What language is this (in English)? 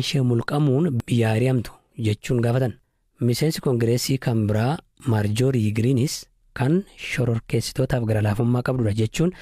Oromo